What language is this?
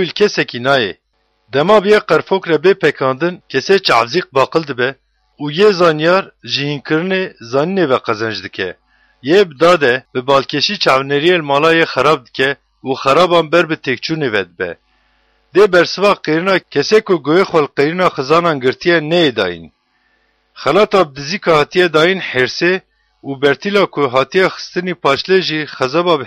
Kurdish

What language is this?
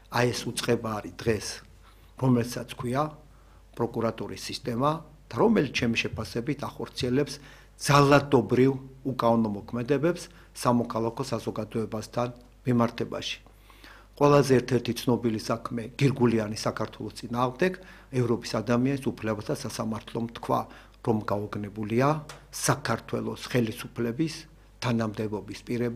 Georgian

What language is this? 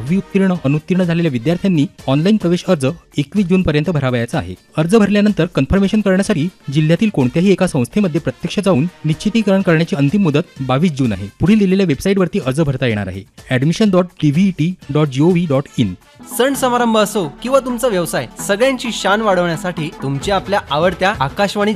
Marathi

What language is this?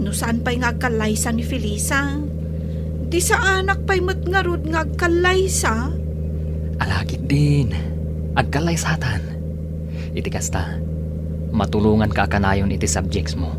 Iloko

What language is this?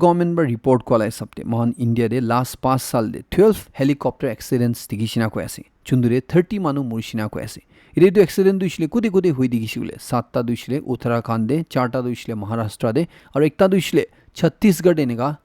Naga Pidgin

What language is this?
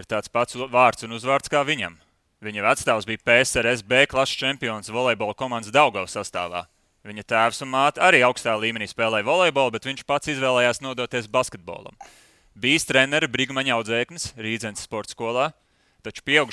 Latvian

